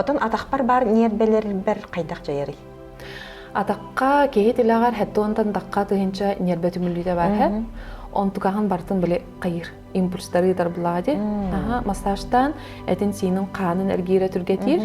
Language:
Yakut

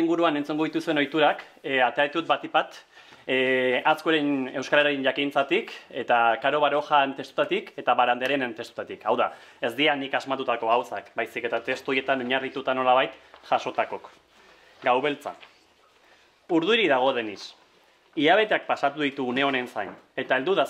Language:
Basque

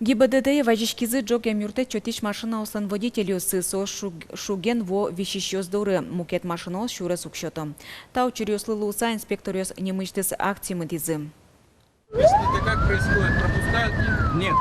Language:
Udmurt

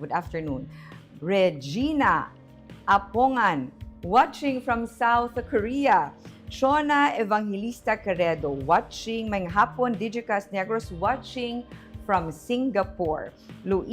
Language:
Hiligaynon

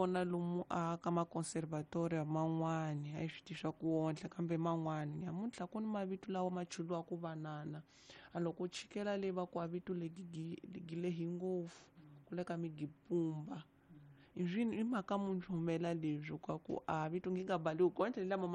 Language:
Tsonga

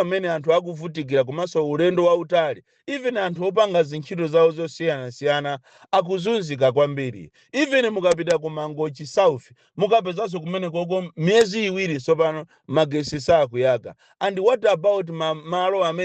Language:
Nyanja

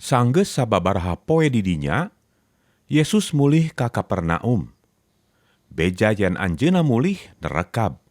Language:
Sundanese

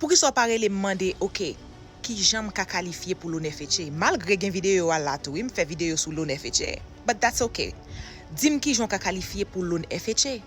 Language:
Haitian Creole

